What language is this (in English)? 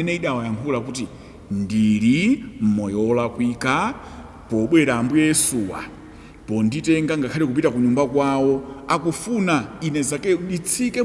Nyanja